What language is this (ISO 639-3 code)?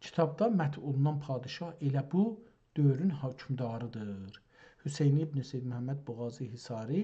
azb